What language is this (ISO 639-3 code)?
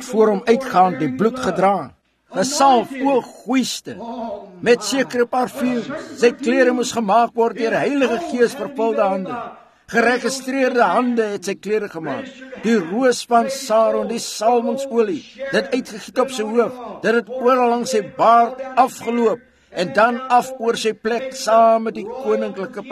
afr